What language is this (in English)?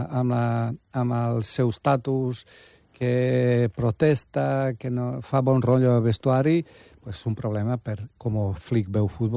Catalan